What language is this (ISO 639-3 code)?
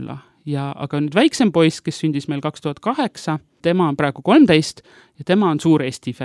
est